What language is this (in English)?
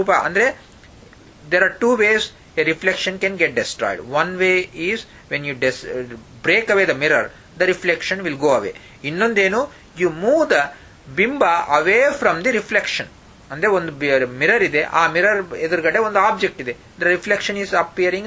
Kannada